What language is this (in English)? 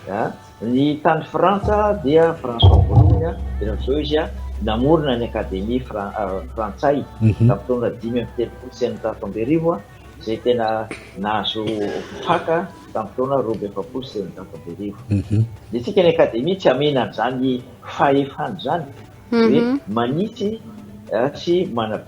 Malagasy